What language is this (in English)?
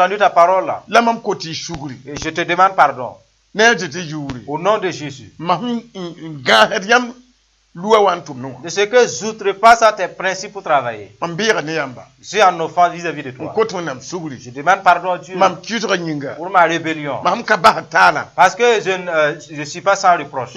Mossi